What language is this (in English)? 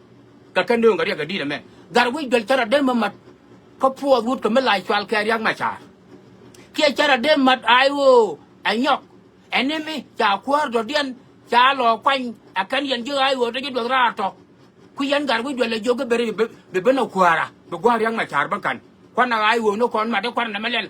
Nuer